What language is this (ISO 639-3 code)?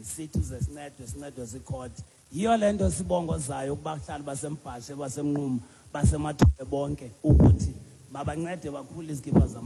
xho